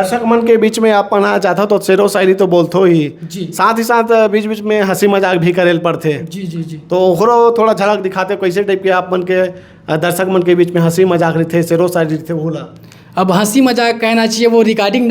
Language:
Chhattisgarhi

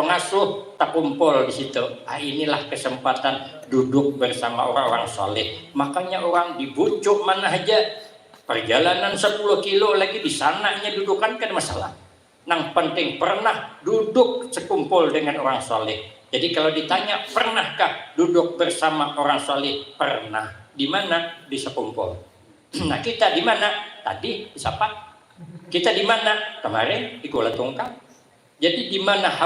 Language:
Banjar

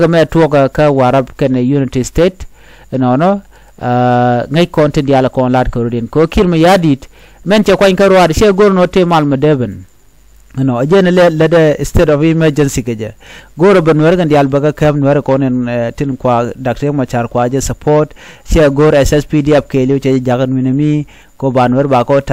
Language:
Nuer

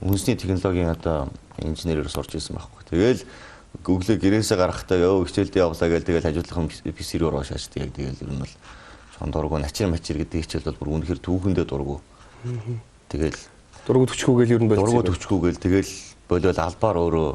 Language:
Mongolian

